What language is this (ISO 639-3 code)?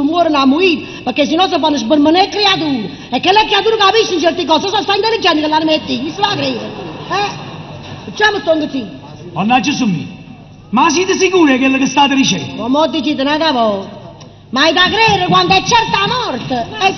nap